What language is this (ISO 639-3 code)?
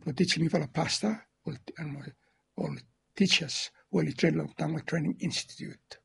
bis